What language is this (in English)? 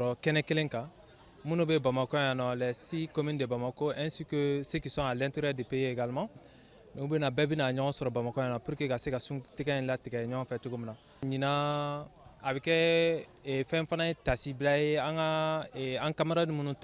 Bambara